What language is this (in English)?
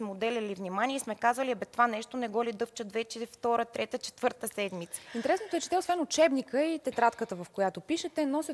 Bulgarian